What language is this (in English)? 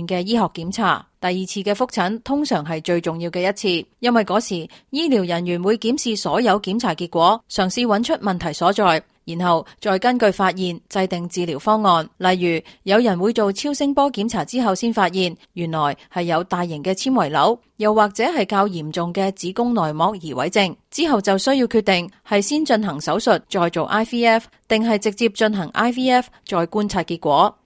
Cantonese